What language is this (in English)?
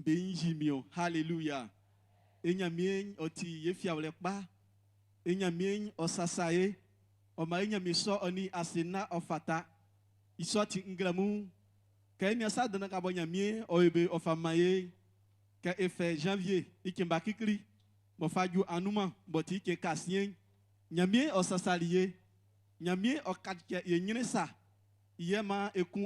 Baoulé